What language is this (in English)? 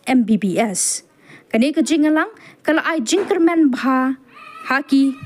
Khasi